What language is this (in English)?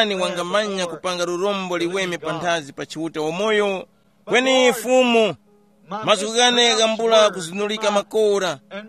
Tumbuka